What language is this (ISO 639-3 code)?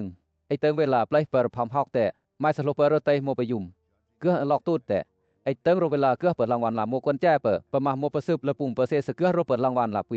lcp